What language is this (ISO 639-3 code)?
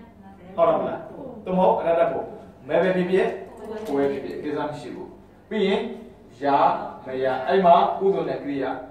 mya